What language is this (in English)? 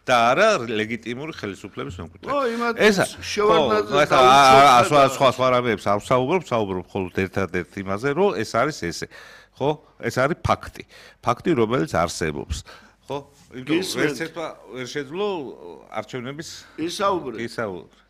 Georgian